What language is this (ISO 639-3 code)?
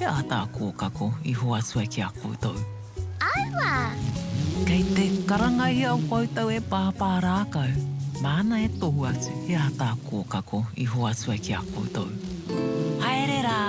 mri